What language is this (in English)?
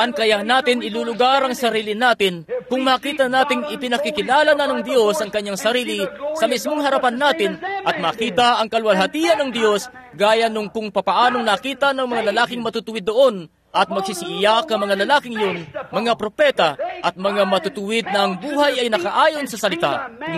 Filipino